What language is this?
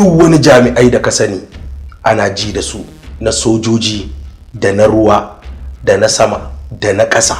Hausa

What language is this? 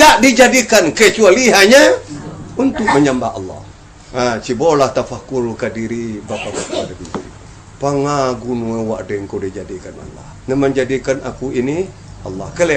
Minangkabau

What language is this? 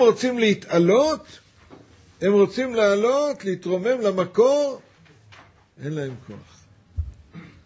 Hebrew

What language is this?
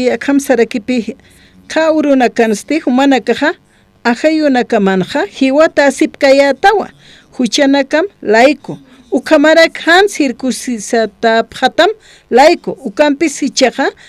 Aymara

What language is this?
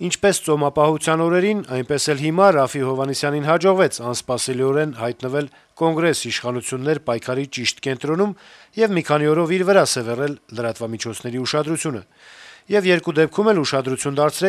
Armenian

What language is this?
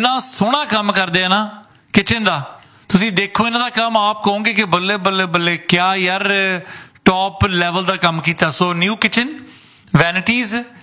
Punjabi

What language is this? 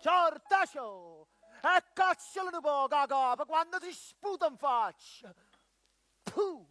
Neapolitan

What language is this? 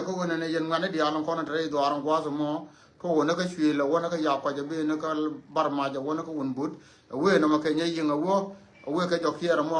Nuer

